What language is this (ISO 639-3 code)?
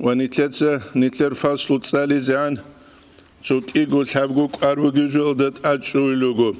ava